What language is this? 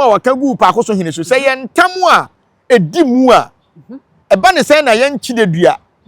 Akan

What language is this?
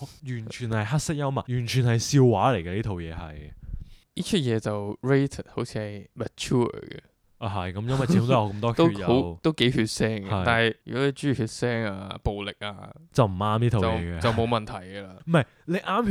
Cantonese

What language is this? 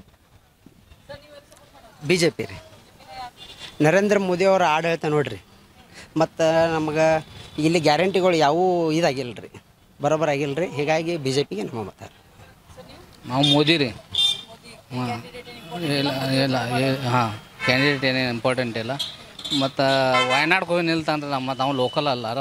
Kannada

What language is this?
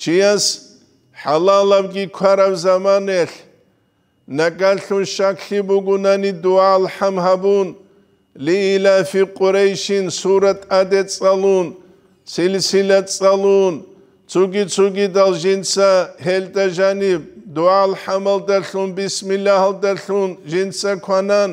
Avaric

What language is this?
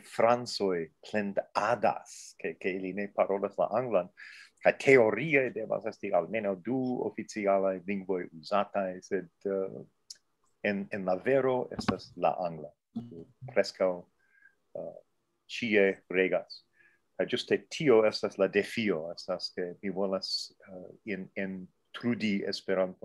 Esperanto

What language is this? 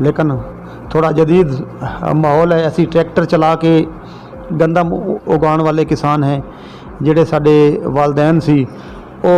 Saraiki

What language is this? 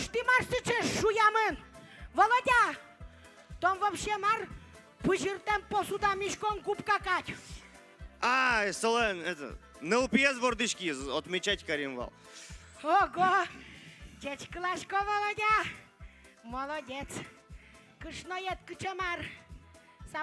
Udmurt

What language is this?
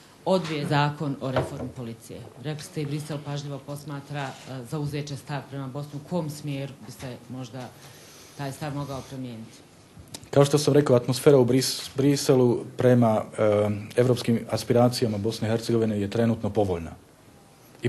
Bosnian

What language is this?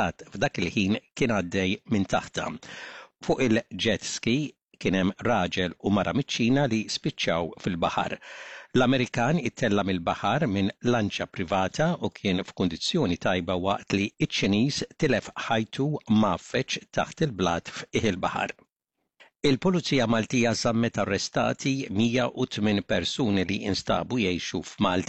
Maltese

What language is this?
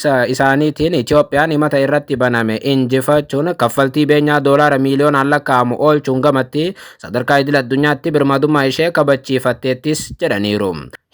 Oromo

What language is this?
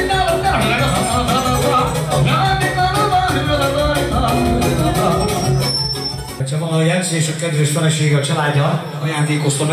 Hungarian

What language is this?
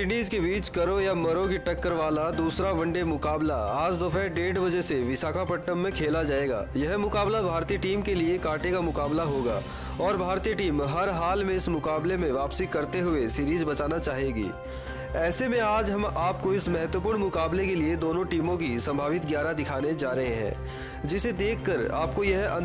Hindi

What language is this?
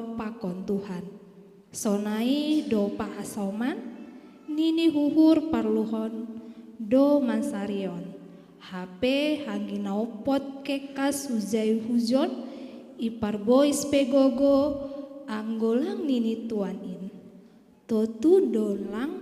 Batak Simalungun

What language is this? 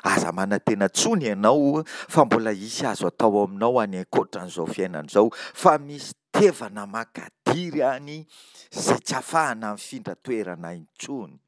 Malagasy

